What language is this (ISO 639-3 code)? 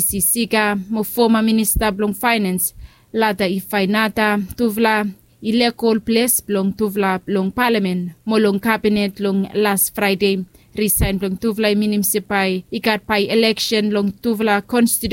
bis